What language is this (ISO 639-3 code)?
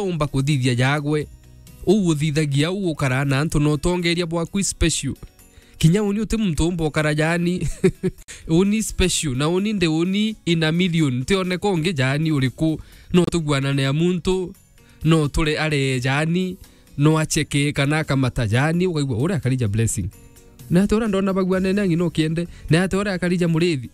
mer